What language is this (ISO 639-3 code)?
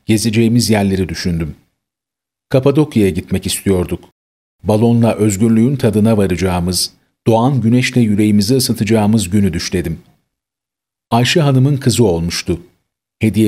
tur